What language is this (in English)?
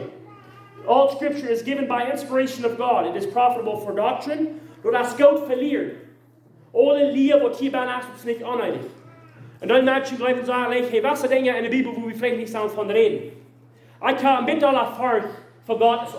Plautdietsch